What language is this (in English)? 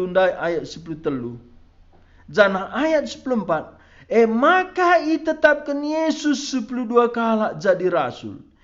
Batak Karo